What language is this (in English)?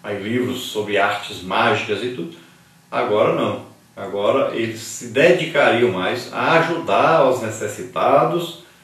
Portuguese